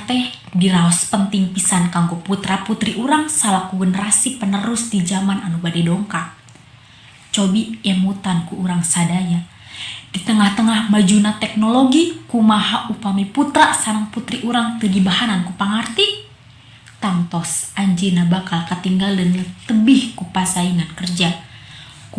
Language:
Sundanese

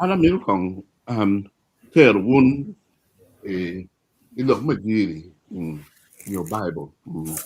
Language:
Acoli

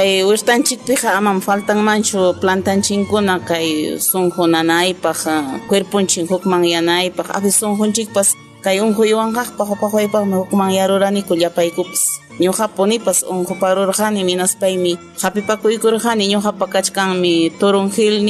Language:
Ayacucho Quechua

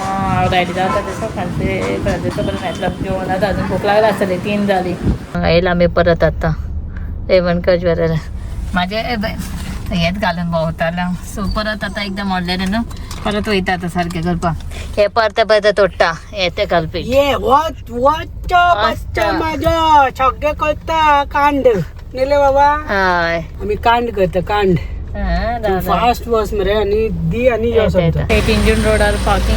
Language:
Konkani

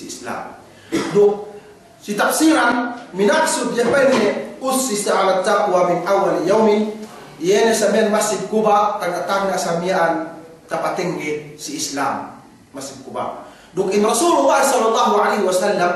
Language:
Yakan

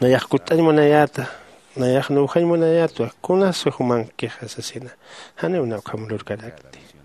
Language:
Aymara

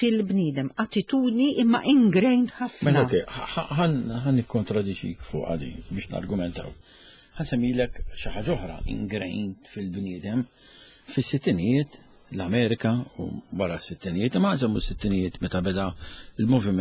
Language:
Maltese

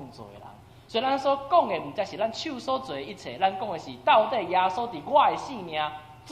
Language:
Min Nan Chinese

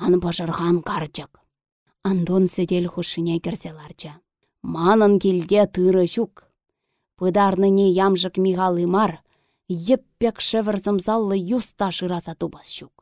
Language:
Chuvash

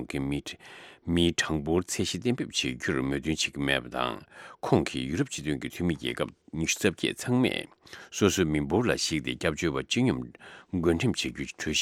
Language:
Tibetan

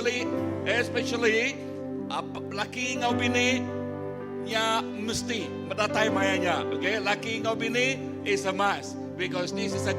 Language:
Iban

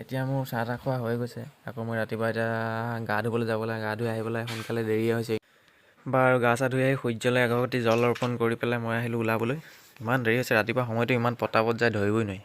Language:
Assamese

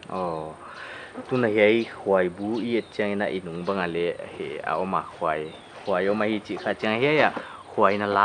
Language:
Paite Chin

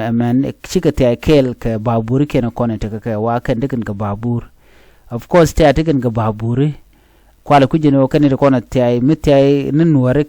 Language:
Nuer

